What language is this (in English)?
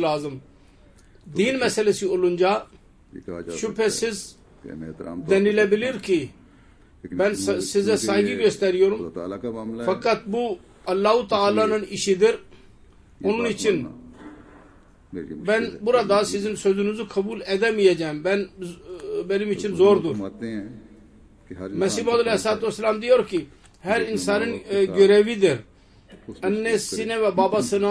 Turkish